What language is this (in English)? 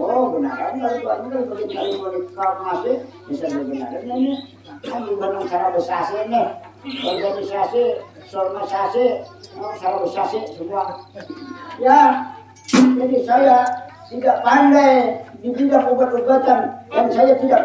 Banjar